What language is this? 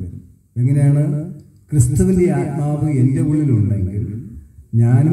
Malayalam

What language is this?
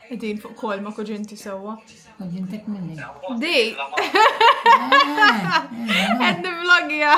Maltese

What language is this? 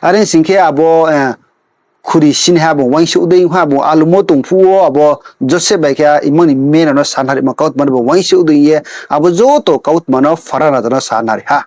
Riang (India)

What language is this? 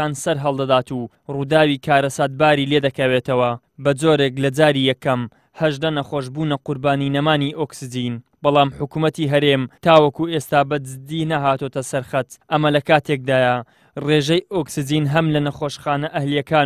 Central Kurdish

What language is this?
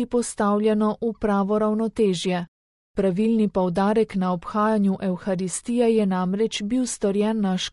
Slovenian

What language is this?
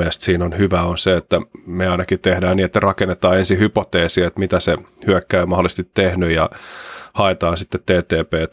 Finnish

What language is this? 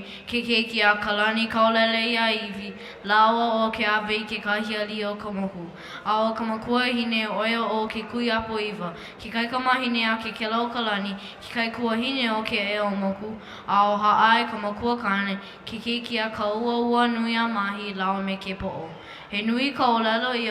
Hawaiian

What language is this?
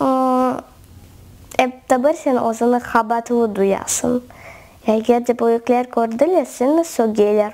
Crimean Tatar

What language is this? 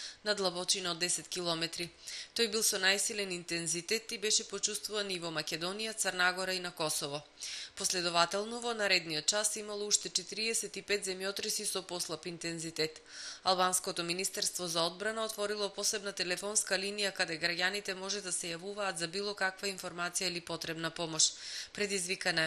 Macedonian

